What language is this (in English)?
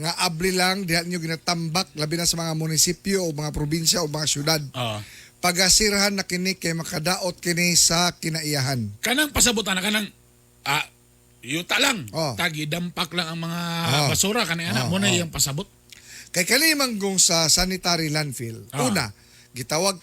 Cebuano